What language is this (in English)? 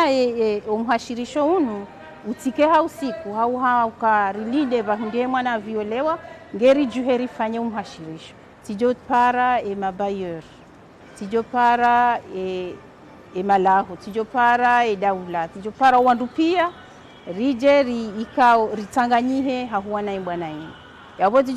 Ngazidja Comorian